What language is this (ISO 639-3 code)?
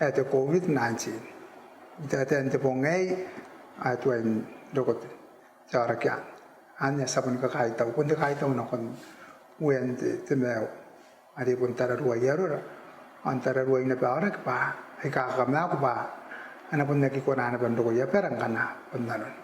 gil